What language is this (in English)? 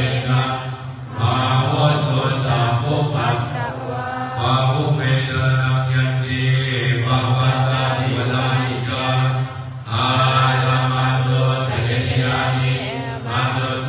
Pali